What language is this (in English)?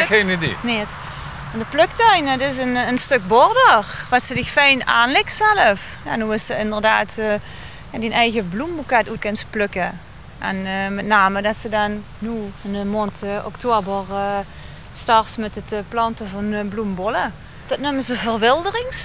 Limburgish